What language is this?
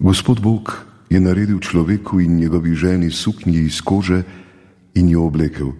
Slovenian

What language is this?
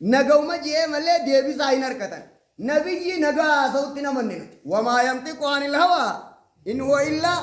Oromo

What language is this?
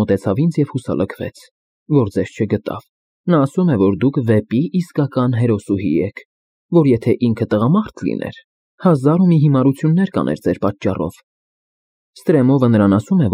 Armenian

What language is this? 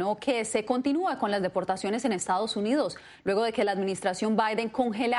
Spanish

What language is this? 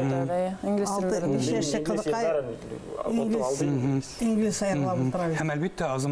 Bashkir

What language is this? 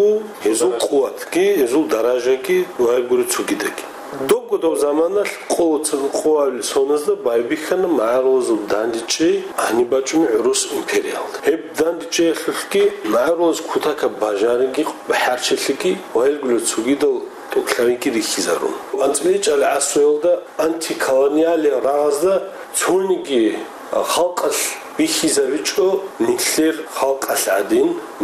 Avaric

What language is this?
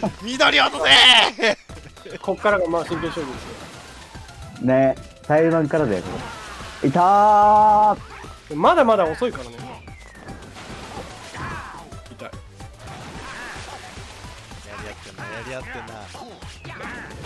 Japanese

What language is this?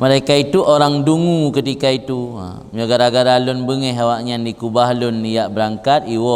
Achinese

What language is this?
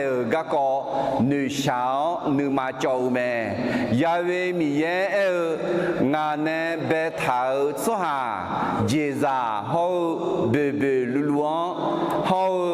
Akha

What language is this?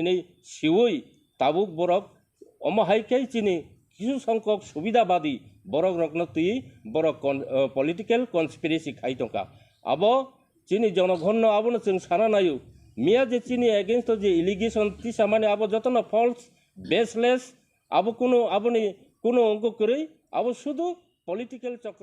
Kok Borok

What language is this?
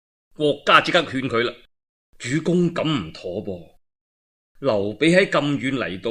Cantonese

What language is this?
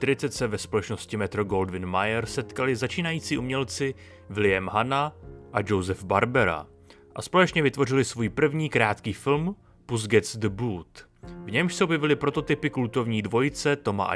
Czech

